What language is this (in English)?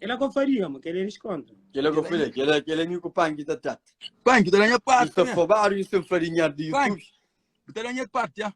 Kabuverdianu